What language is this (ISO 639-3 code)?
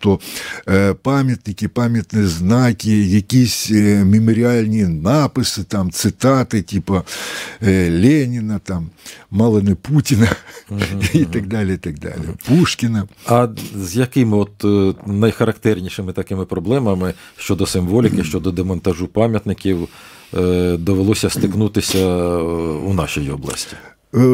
ukr